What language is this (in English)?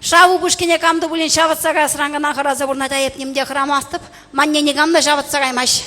Chuvash